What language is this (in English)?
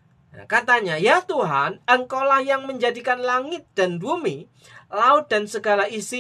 Indonesian